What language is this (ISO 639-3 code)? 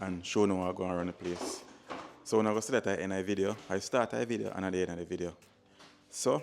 jam